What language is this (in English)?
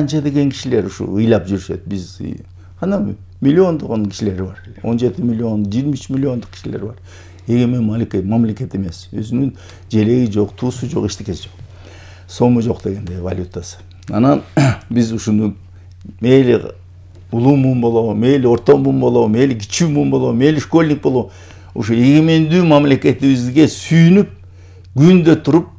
Kyrgyz